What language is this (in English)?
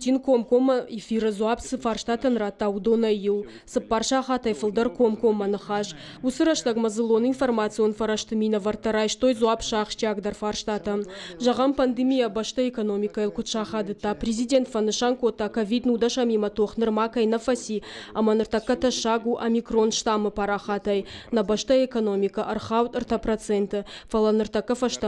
Ossetic